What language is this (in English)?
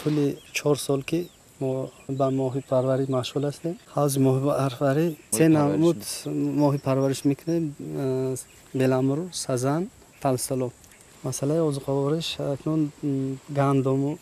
Tajik